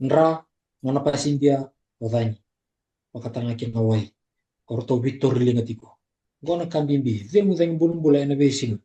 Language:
Fijian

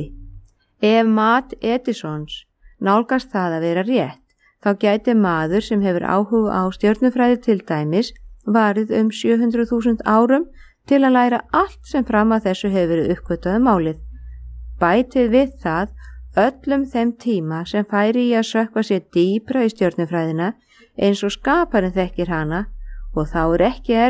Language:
Icelandic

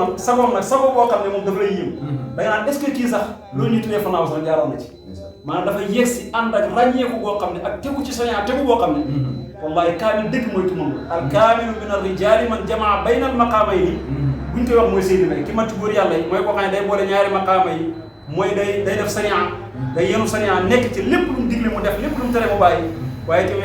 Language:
Wolof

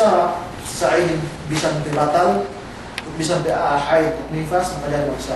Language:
Yakan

